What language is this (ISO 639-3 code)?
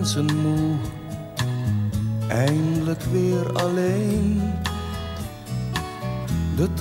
nld